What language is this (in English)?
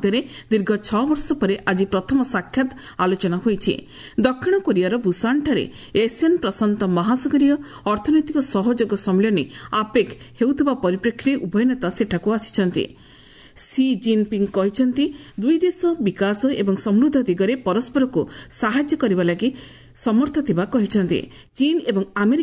Odia